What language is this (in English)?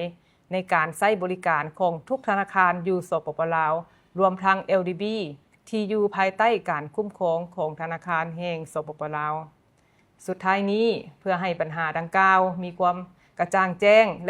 Lao